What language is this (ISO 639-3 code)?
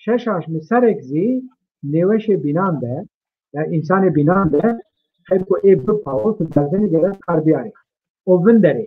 zza